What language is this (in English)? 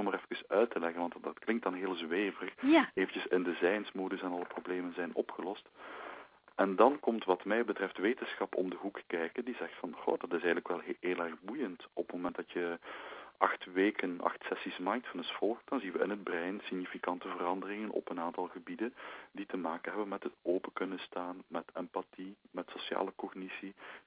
Dutch